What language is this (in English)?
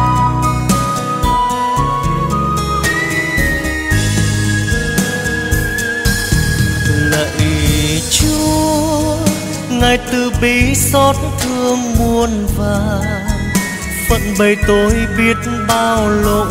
Vietnamese